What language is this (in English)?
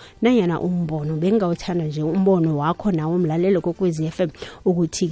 South Ndebele